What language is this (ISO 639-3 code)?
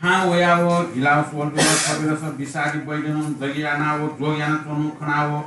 new